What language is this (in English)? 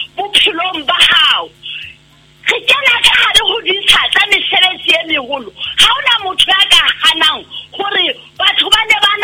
Southern Sotho